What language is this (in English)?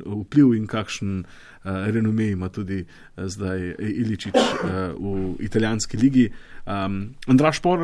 Slovenian